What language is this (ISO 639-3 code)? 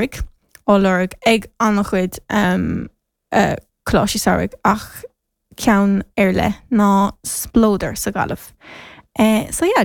gle